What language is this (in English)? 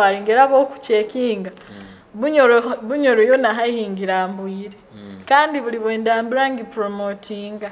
Nyoro